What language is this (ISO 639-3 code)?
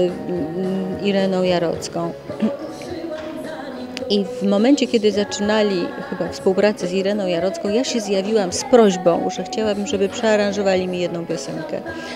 pol